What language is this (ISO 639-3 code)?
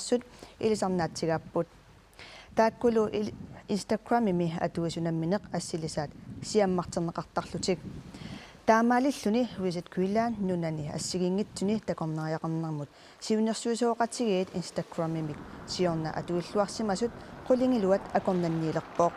kal